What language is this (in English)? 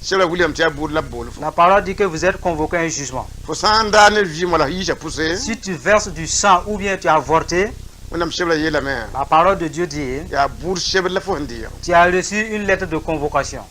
Mossi